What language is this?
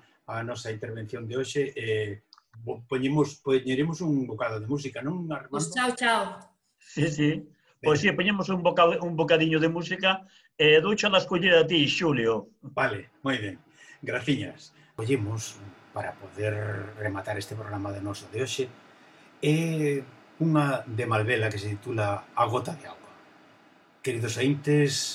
Galician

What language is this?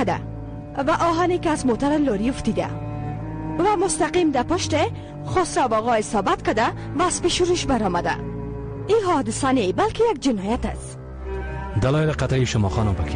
Persian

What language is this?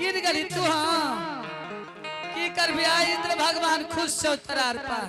Angika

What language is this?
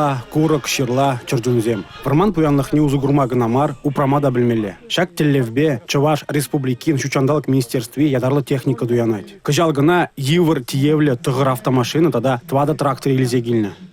Chuvash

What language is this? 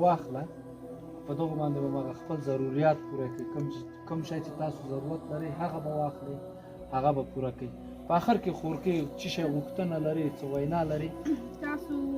Pashto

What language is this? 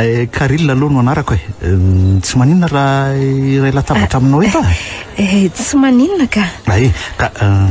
Malagasy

